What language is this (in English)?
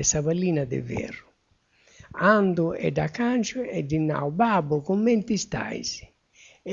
Sardinian